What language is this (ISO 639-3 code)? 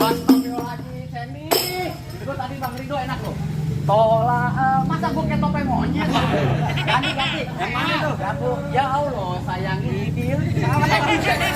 bew